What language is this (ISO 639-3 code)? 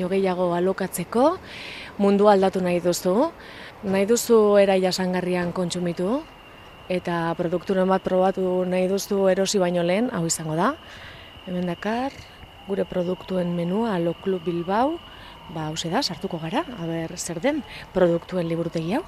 eus